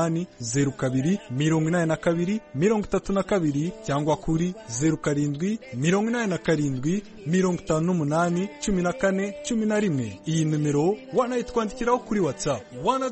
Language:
Kinyarwanda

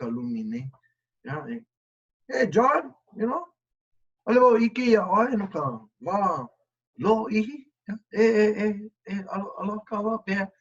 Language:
Hawaiian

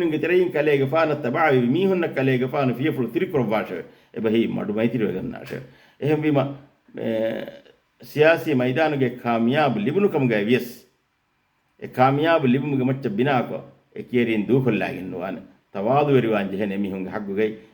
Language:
Divehi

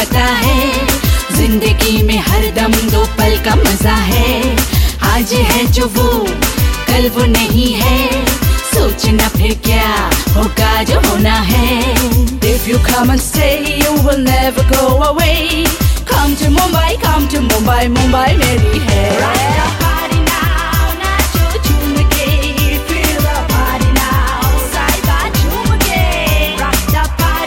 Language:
Hindi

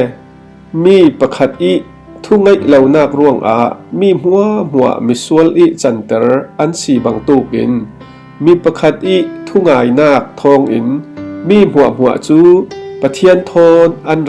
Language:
Falam Chin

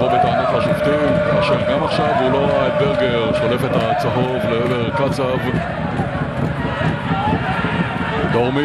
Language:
Hebrew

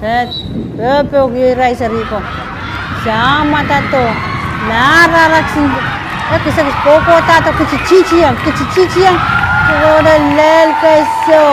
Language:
Pohnpeian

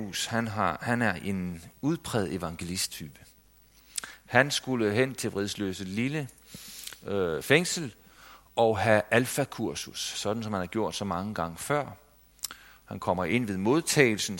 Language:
Danish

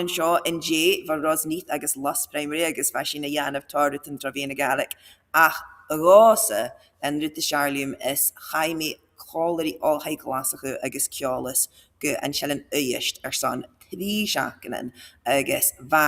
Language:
Scottish Gaelic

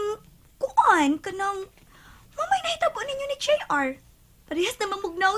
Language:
Cebuano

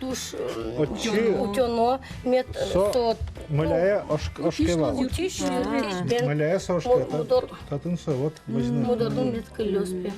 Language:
Udmurt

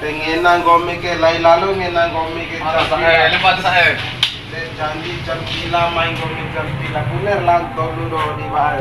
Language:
Bima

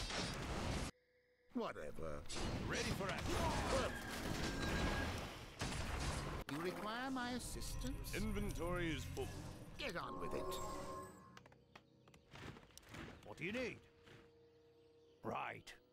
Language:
English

